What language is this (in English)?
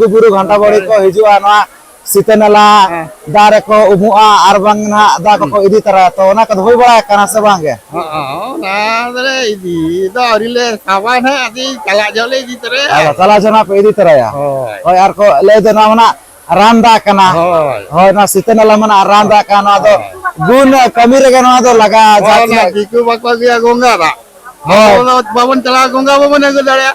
Santali